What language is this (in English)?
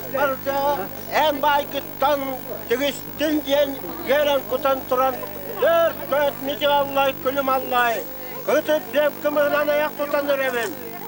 Yakut